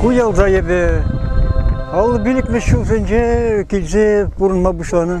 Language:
Chuvash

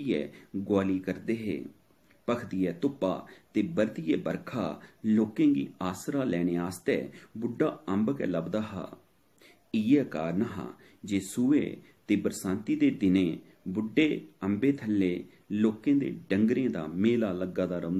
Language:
Dogri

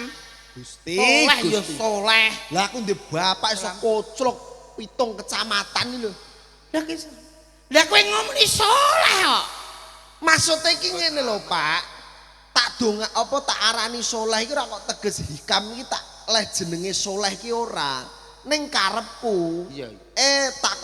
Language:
Javanese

